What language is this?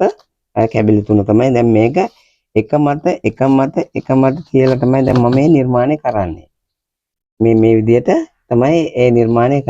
Sinhala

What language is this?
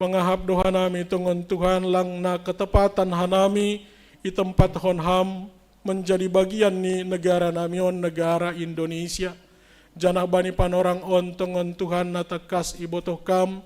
Batak Simalungun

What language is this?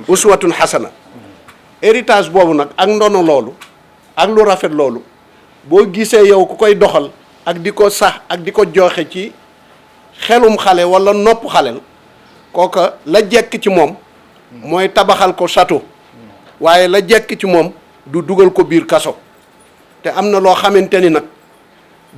Wolof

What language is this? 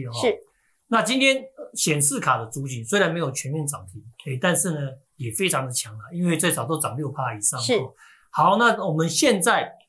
Chinese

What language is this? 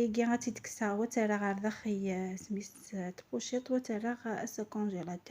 Kabyle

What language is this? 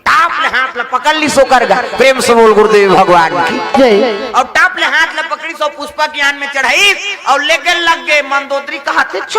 Chhattisgarhi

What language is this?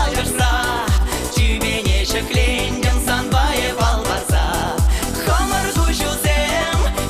Chuvash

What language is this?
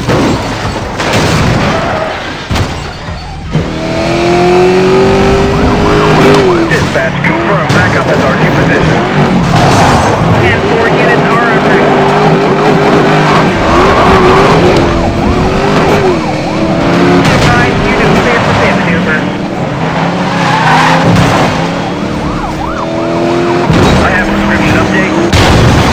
English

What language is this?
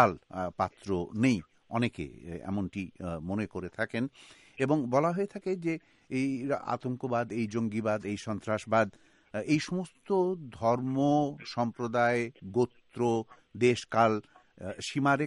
Bangla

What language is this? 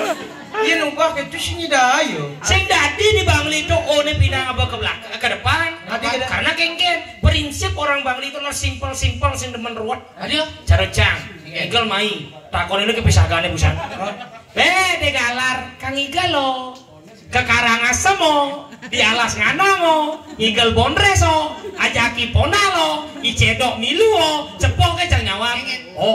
Balinese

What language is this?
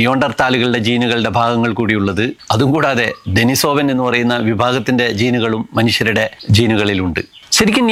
Malayalam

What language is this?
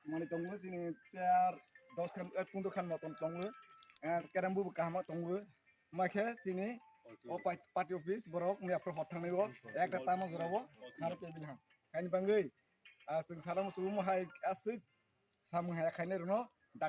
Kok Borok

